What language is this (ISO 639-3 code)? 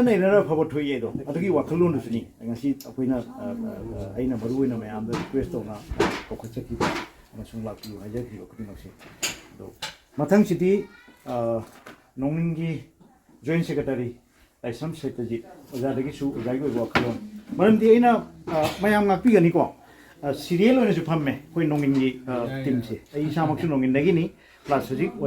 mni